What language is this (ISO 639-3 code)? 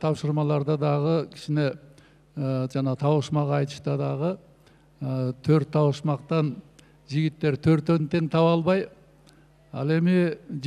kir